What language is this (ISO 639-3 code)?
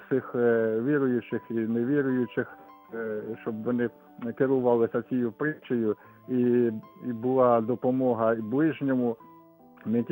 ukr